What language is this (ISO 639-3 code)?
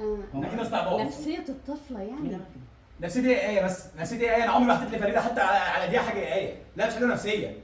arz